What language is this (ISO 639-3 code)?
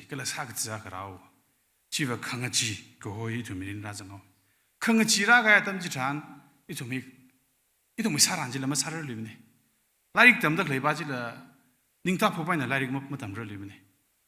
nmf